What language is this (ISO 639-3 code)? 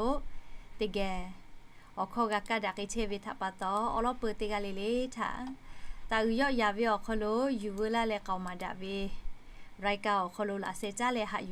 lhu